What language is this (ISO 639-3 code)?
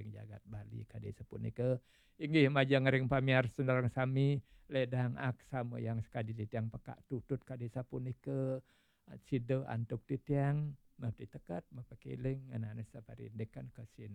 ban